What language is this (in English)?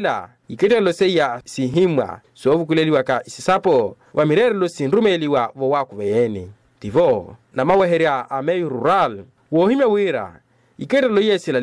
Makhuwa